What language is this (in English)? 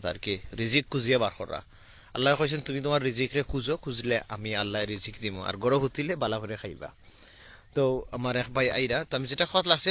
Sylheti